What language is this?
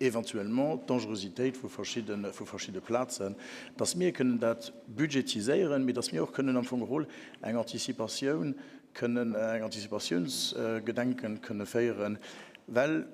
Luxembourgish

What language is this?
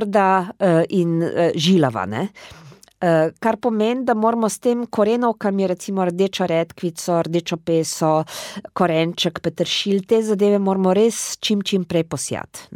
Slovenian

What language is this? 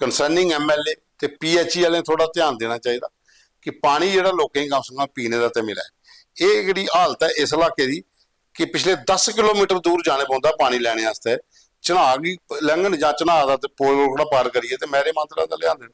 Dogri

